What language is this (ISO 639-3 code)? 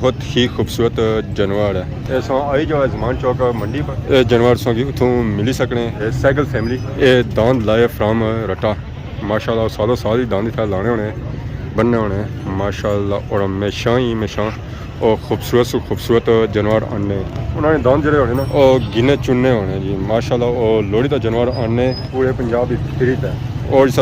phr